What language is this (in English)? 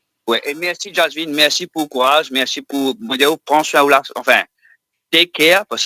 Morisyen